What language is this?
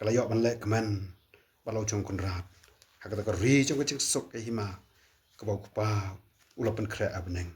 Khasi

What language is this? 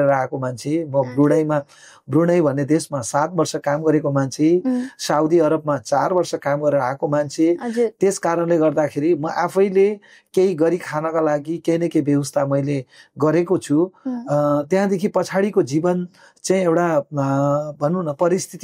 Nepali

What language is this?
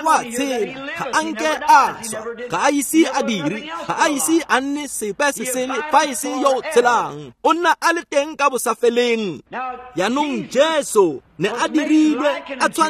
Tswana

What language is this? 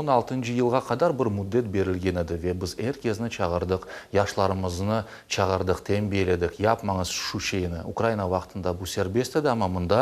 Crimean Tatar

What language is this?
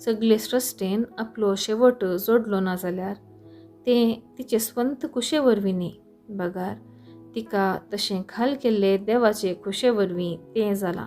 Konkani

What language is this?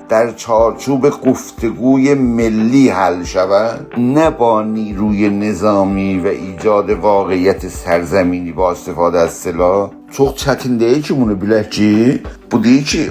South Azerbaijani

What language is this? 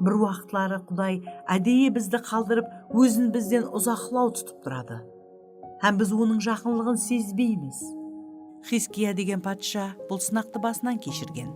Kara-Kalpak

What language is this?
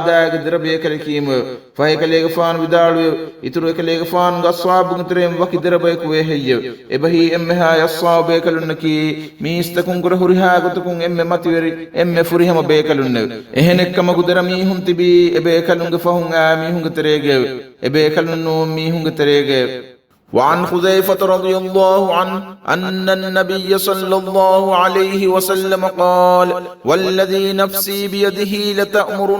Divehi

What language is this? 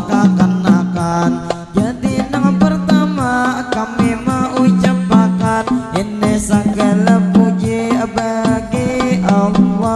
Banjar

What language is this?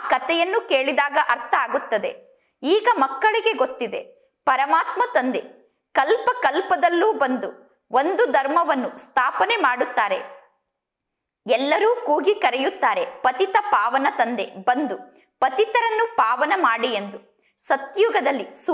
Kannada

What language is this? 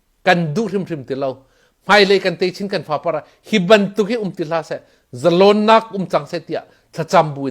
Hakha Chin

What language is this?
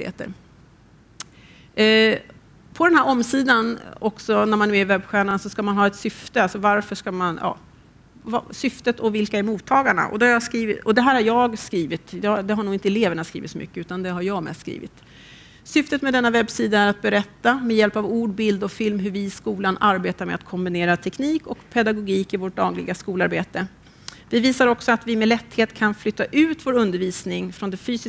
Swedish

